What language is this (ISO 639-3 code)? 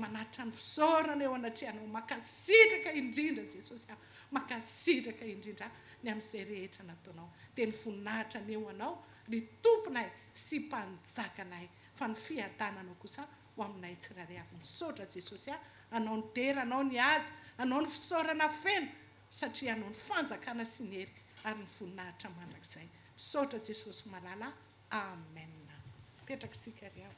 mlg